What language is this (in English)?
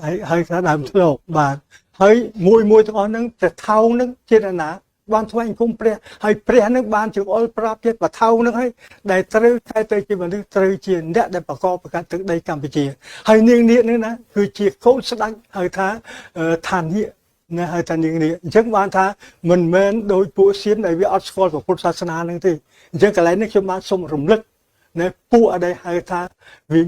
Khmer